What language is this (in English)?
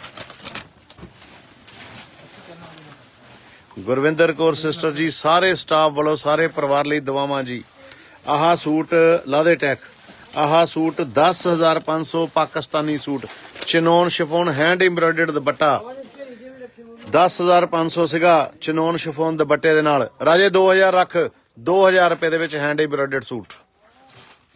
Punjabi